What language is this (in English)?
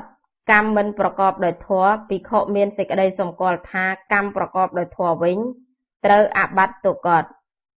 Khmer